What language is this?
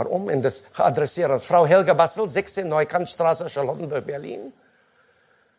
Afrikaans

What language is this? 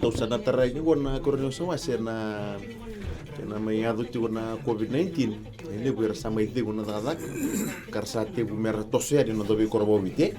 Fijian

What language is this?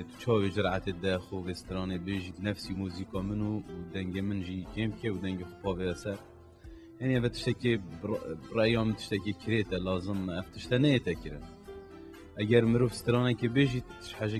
Kurdish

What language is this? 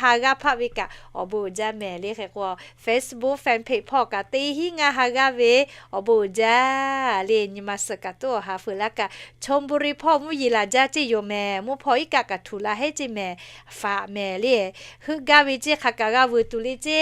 Lahu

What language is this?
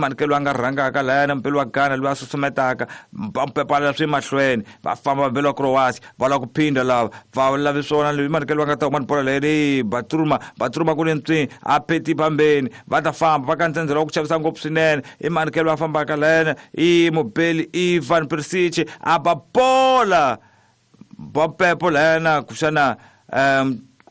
Tsonga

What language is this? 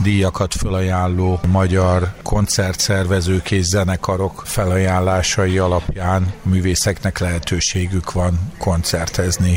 Hungarian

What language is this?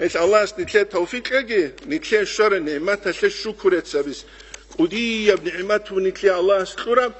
Avaric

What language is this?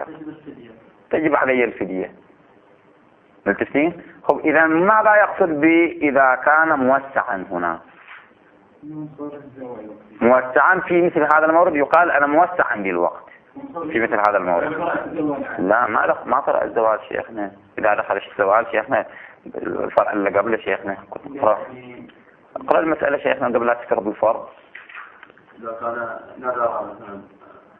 Arabic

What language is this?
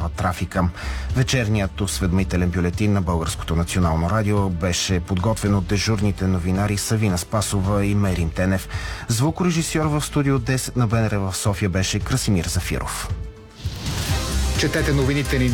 Bulgarian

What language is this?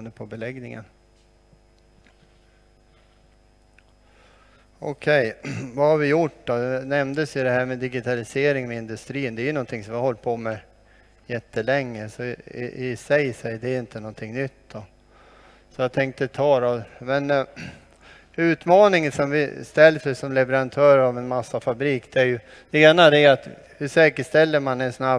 Swedish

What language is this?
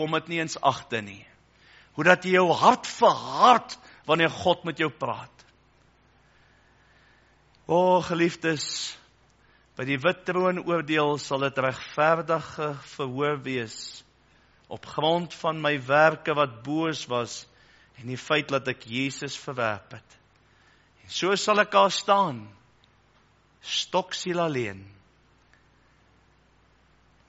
Afrikaans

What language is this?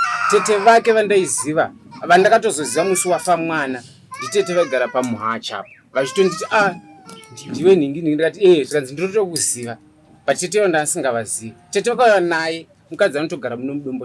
Shona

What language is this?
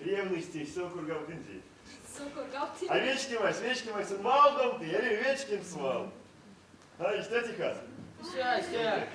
Erzya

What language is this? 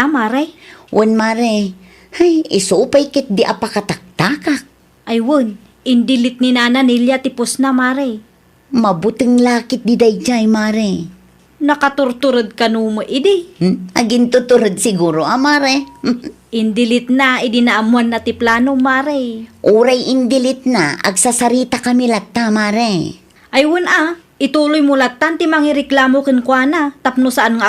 Iloko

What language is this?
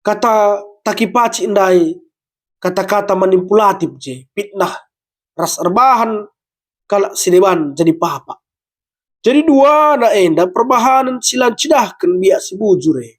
Batak Karo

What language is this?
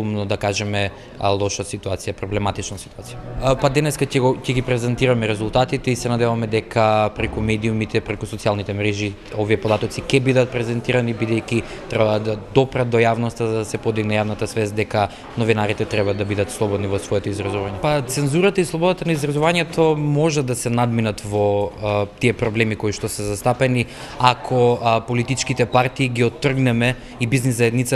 Macedonian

